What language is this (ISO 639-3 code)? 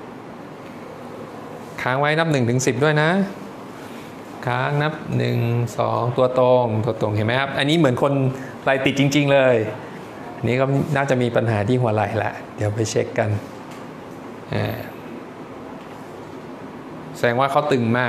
tha